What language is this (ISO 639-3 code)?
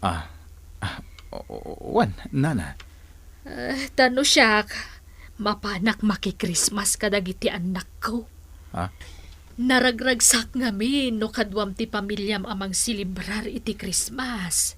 ilo